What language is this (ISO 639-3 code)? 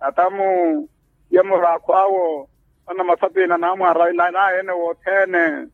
vmw